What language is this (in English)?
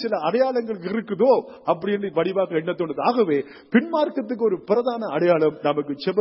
Tamil